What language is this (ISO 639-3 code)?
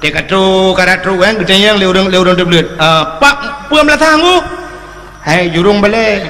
ace